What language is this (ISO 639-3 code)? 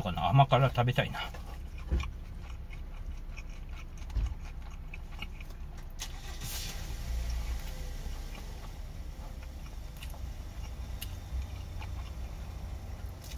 jpn